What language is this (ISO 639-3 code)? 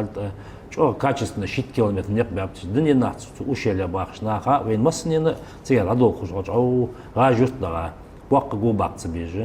inh